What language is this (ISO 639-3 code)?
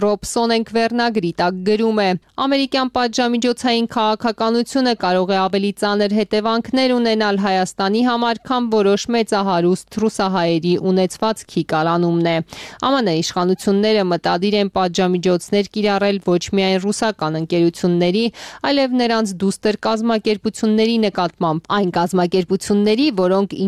hye